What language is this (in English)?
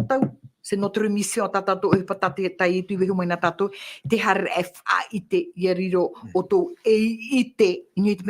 Tahitian